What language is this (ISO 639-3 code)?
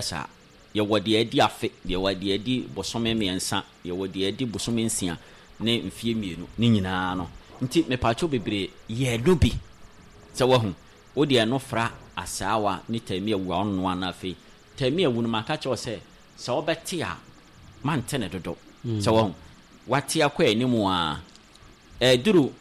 aka